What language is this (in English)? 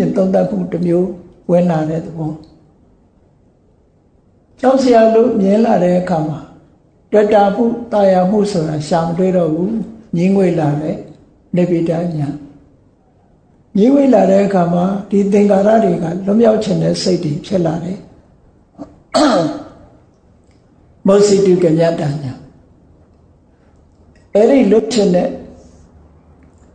Burmese